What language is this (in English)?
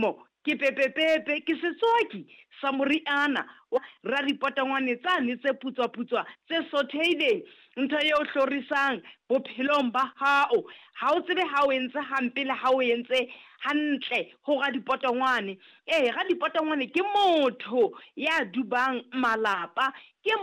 Southern Sotho